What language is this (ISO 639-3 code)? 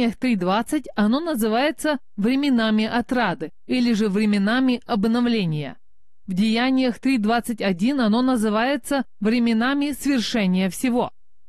rus